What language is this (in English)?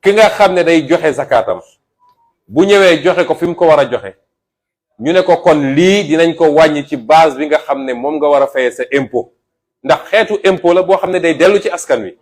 Wolof